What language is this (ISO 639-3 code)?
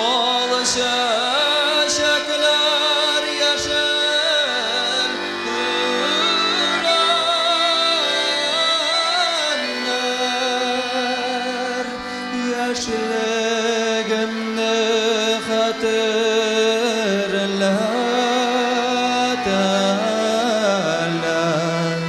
bak